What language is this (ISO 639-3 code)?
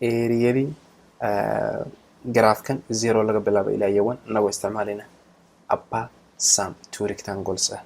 som